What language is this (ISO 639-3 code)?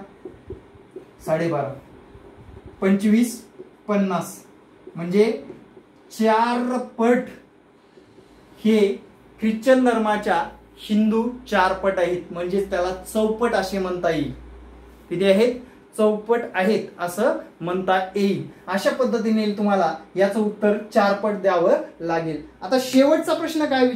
mar